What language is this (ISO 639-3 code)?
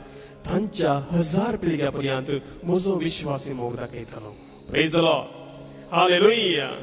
kok